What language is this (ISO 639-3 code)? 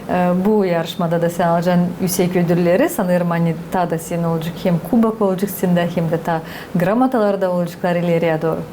gag